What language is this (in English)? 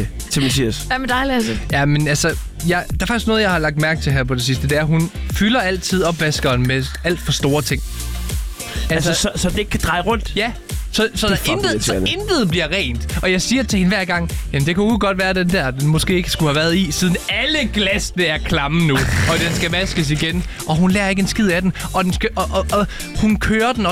Danish